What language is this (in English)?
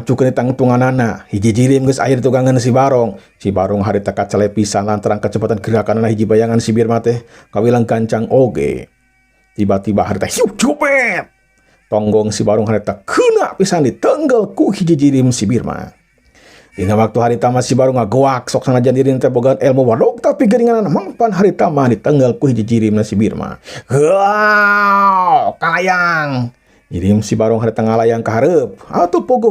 Sundanese